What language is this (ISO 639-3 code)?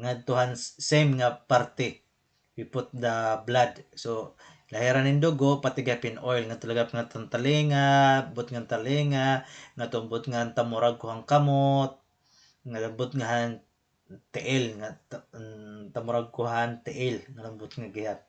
war